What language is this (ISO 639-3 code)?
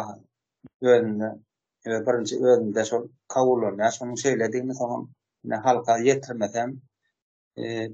tuk